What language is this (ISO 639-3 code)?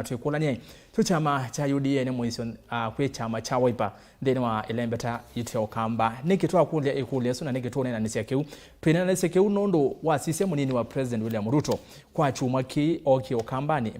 kam